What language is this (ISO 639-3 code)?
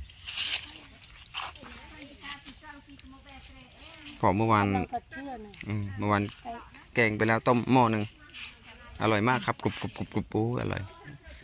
tha